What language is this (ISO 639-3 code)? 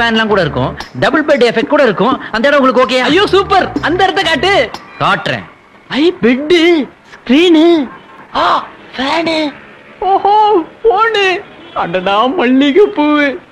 tam